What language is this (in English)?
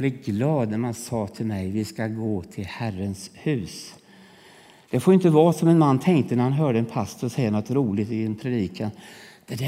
Swedish